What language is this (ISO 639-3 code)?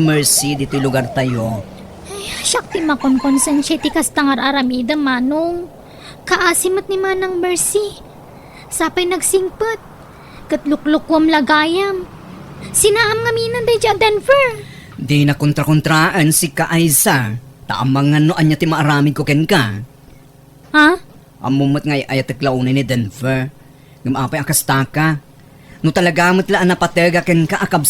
ilo